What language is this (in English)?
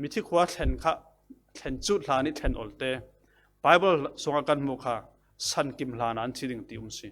Falam Chin